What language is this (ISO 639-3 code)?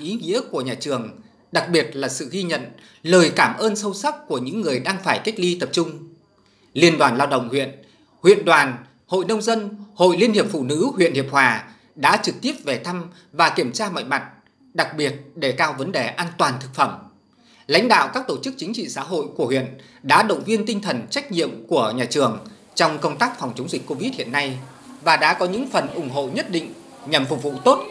vie